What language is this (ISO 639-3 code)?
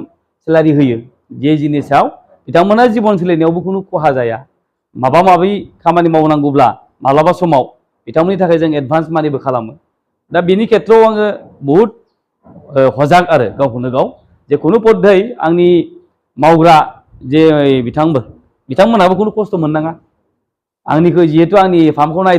brx